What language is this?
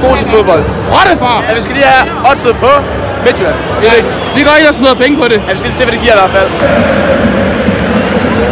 Danish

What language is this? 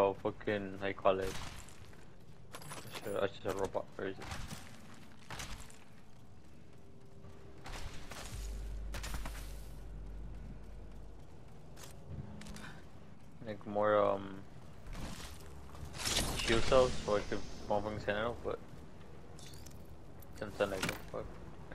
English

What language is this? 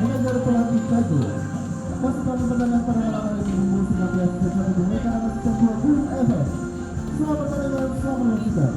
Ambonese Malay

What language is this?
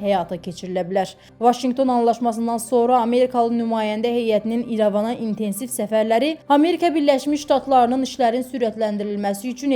Azerbaijani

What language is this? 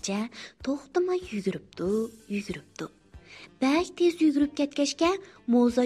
Uyghur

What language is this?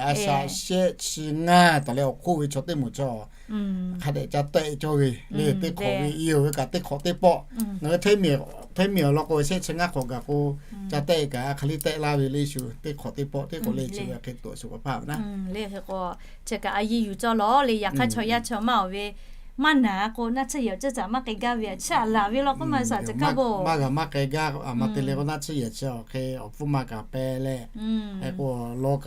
Lahu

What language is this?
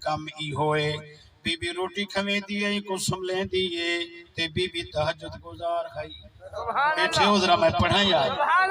Saraiki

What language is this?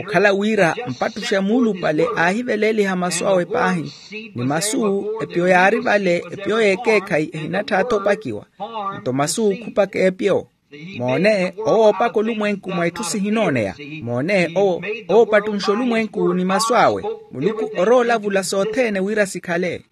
Makhuwa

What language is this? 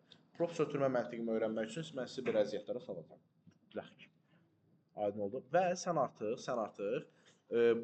Azerbaijani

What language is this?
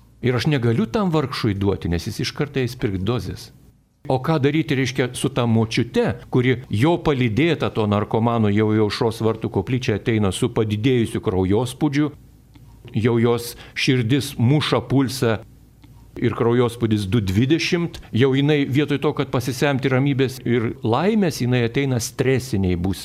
Lithuanian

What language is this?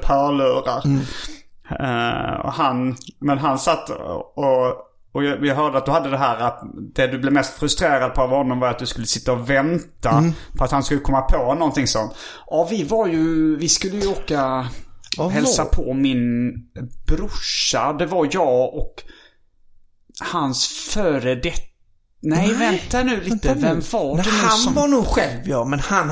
Swedish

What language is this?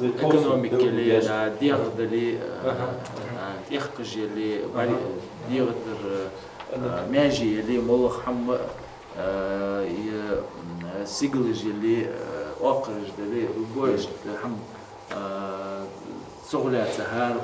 Ingush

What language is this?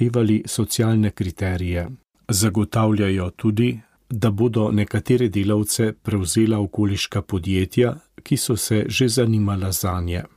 Slovenian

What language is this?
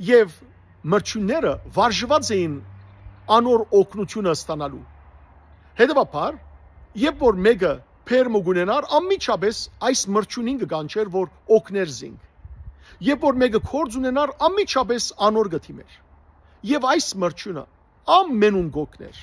Western Armenian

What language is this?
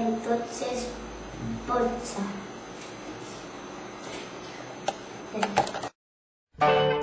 Catalan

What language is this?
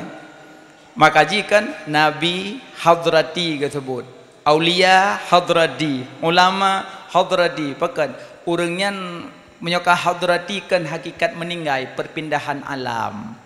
Achinese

